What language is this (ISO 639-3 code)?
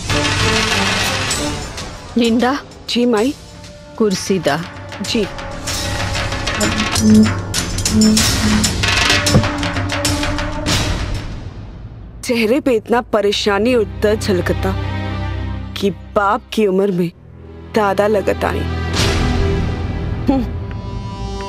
bho